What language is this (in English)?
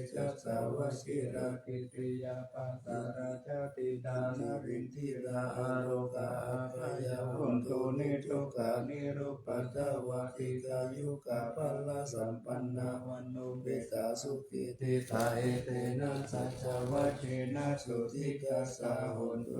Pali